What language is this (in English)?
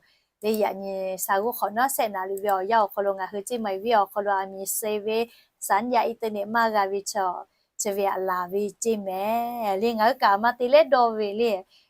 Lahu